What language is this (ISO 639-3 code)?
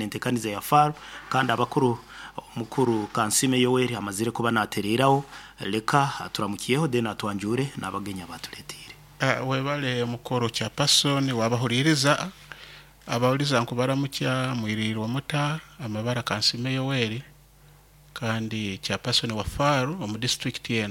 nyo